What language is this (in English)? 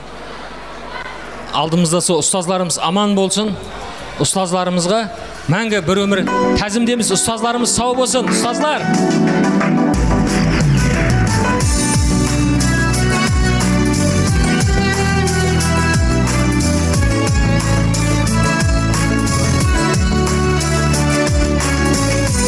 Kara-Kalpak